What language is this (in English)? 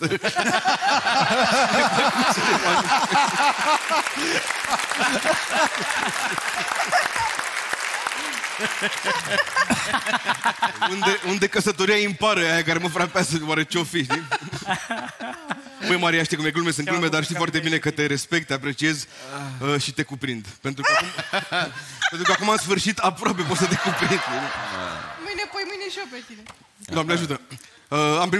Romanian